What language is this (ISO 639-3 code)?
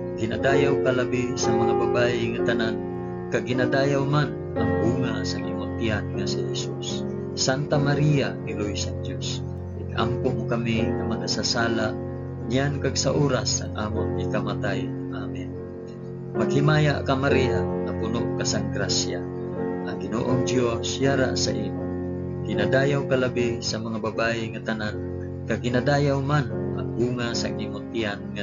hil